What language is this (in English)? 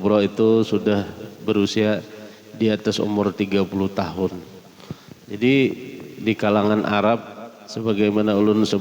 Banjar